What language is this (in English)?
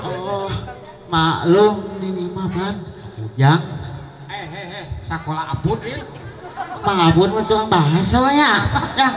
Sundanese